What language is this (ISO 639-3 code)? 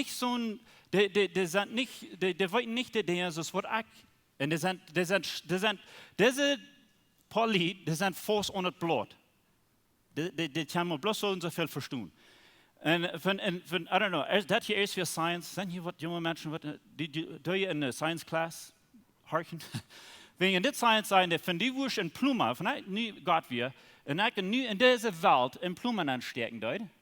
pdt